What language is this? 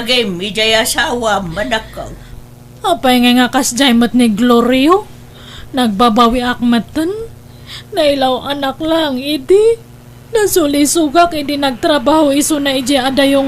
Iloko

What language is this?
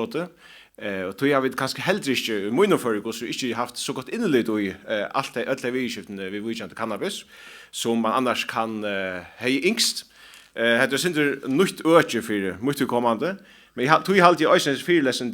Faroese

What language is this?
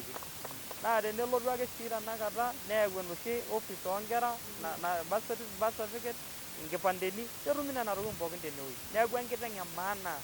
Masai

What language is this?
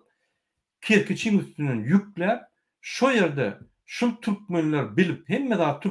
Turkmen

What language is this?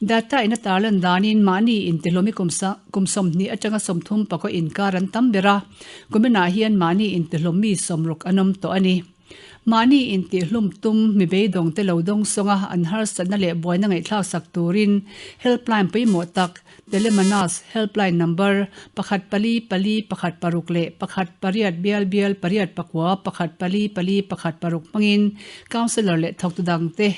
Mizo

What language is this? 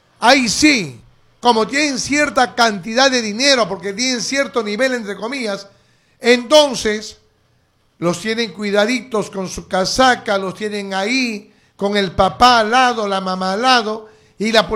Spanish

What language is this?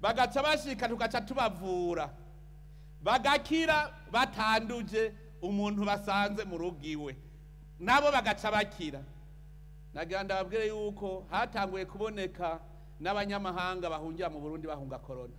Rundi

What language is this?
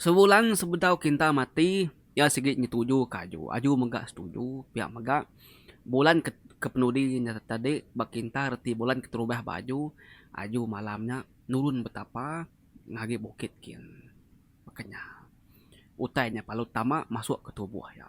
Iban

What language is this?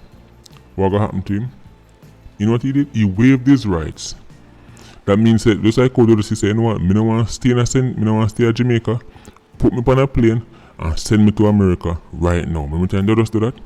Jamaican Creole English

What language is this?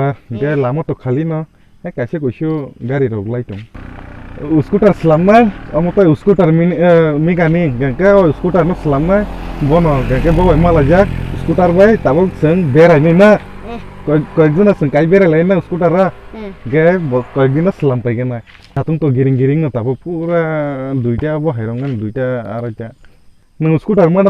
Kok Borok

